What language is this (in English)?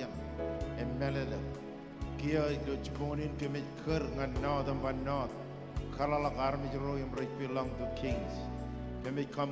Marshallese